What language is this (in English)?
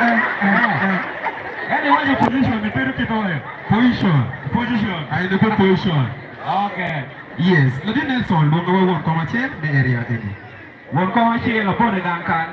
Acoli